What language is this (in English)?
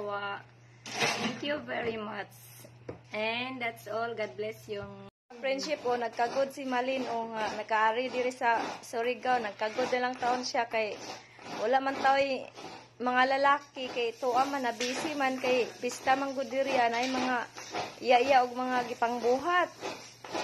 Cebuano